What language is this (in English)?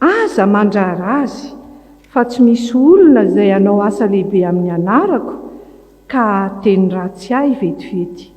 Malagasy